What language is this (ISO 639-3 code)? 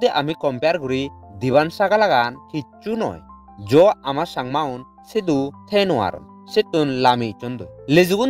ccp